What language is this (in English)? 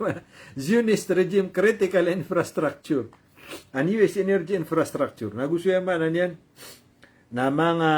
Maranao